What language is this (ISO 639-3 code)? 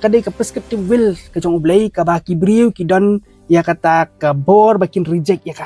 kha